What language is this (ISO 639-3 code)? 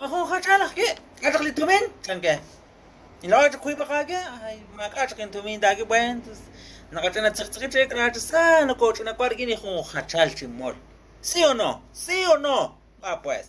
kek